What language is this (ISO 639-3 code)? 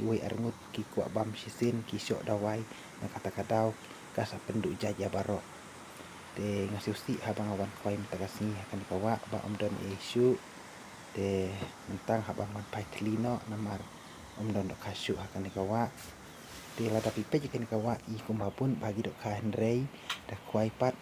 kha